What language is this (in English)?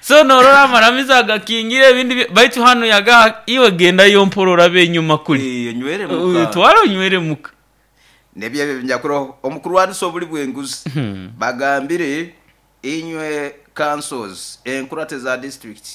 Nyoro